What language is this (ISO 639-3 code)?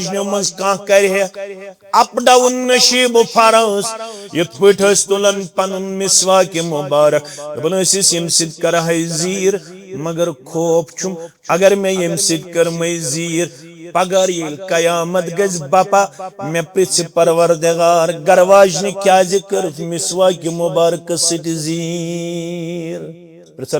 kas